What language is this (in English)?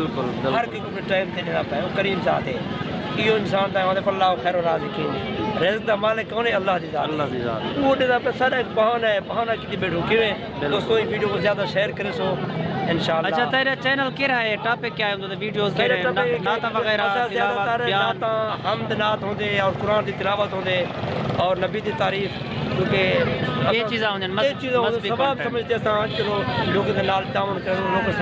Saraiki